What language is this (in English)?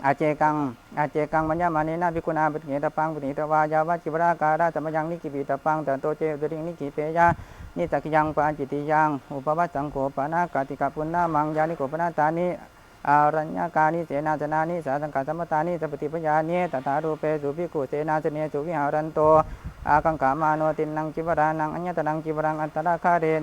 Pali